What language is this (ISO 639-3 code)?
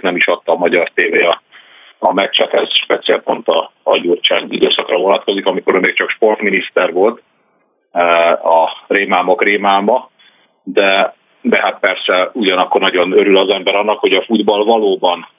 hun